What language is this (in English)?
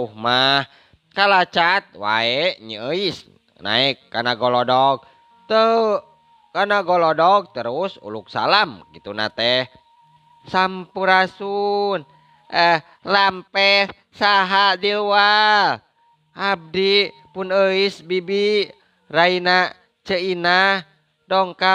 Sundanese